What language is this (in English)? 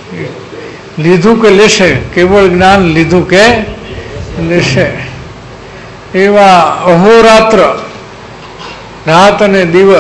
Gujarati